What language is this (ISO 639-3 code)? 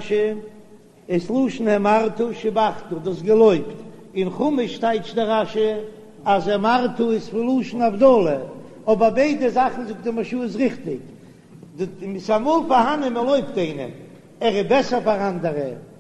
yid